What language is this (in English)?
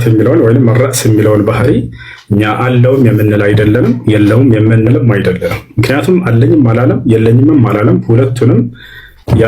Amharic